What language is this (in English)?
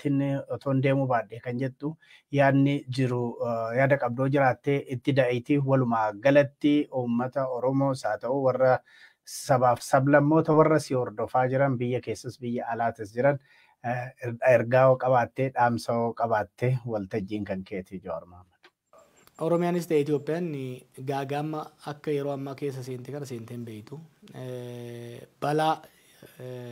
Oromo